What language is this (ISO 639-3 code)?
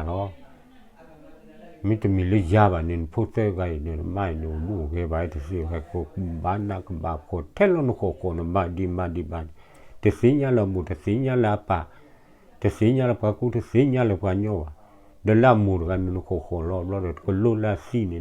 ksw